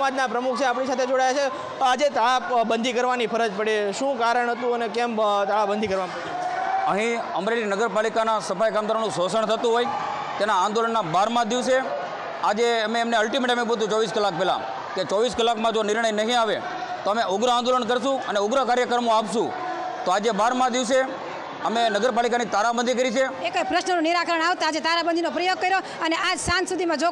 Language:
Gujarati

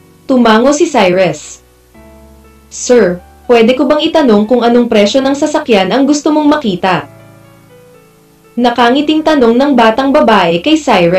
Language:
Filipino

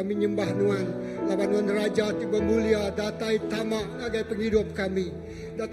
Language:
Iban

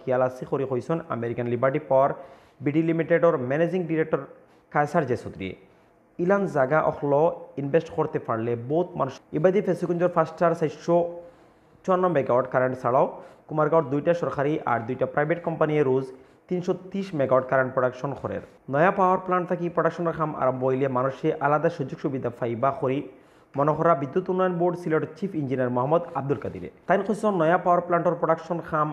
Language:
Sylheti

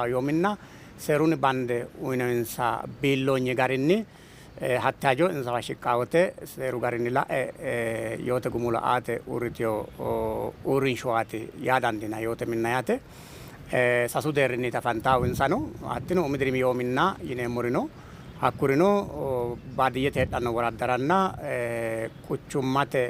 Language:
Sidamo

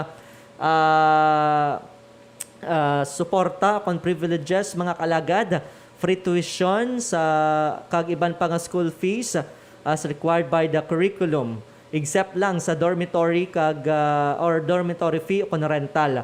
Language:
Hiligaynon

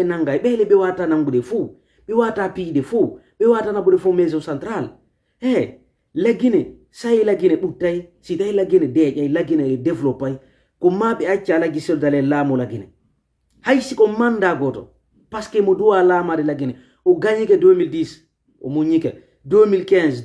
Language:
Fula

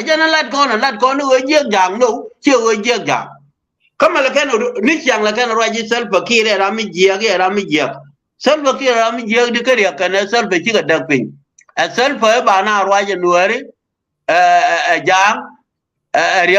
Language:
Nuer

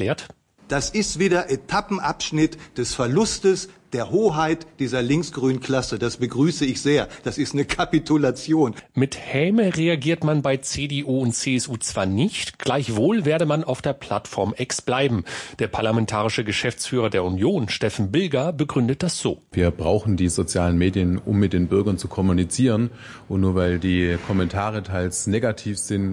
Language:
German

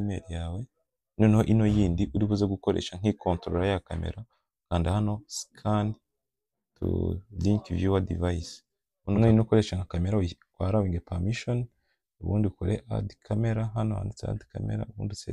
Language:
Kinyarwanda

